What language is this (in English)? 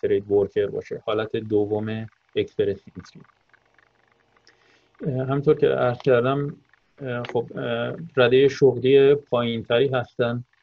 Persian